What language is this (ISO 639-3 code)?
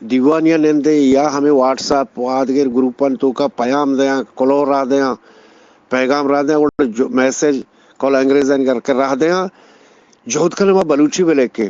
bgp